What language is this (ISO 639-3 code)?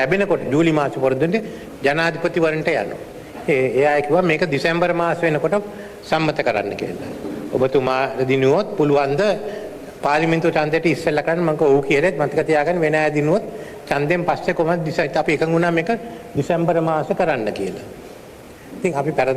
sin